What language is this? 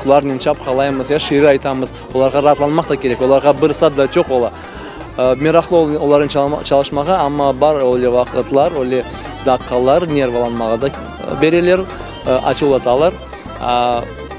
Crimean Tatar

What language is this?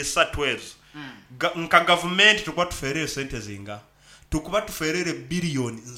Nyankole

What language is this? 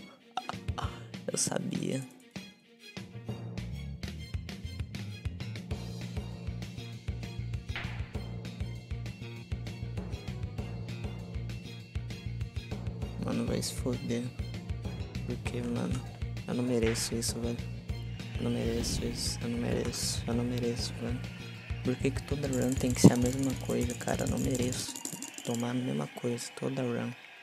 Portuguese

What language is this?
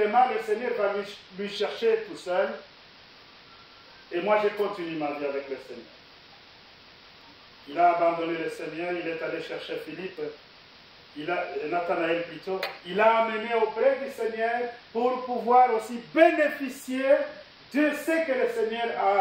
French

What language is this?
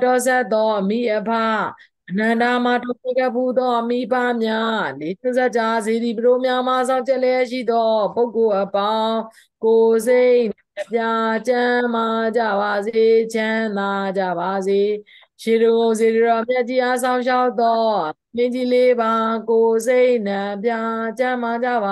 Burmese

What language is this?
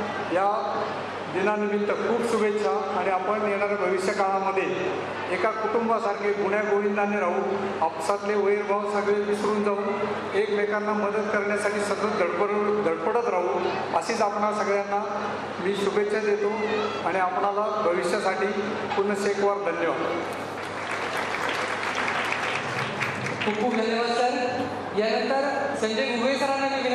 Marathi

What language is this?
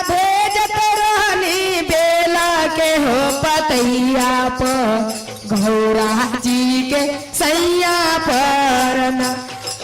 Magahi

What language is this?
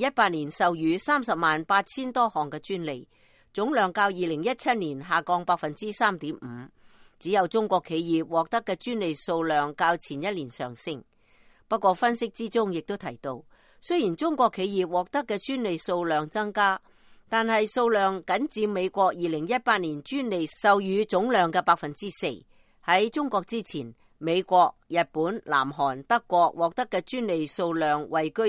Cantonese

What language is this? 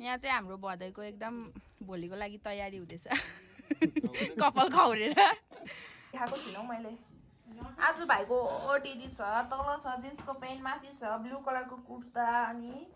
Nepali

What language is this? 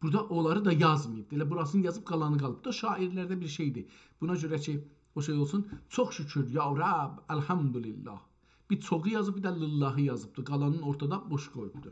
South Azerbaijani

